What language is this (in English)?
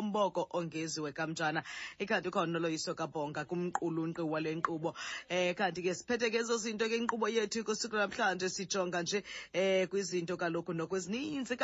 Xhosa